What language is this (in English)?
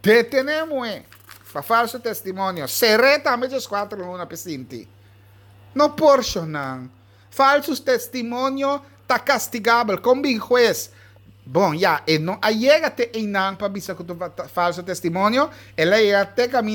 Papiamento